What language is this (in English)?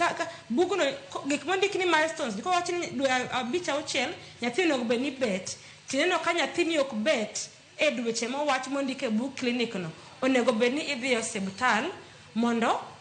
Luo (Kenya and Tanzania)